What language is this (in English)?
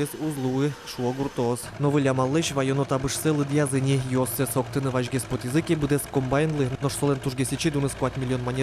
Udmurt